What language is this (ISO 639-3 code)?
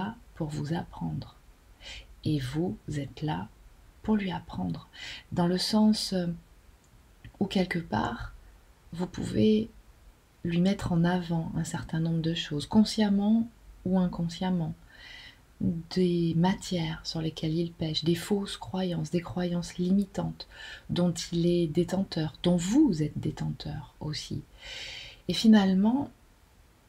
fra